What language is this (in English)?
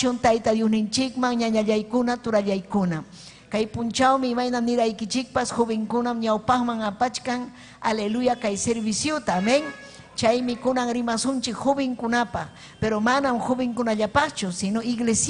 Ayacucho Quechua